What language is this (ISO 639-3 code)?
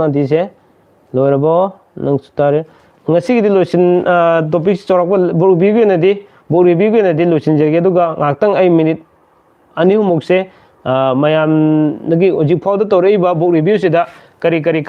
mni